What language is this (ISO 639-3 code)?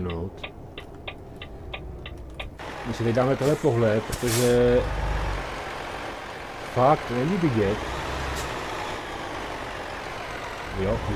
ces